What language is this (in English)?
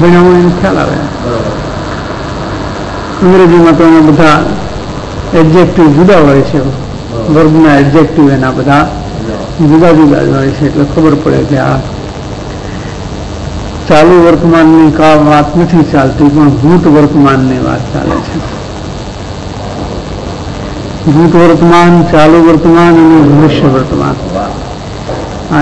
Gujarati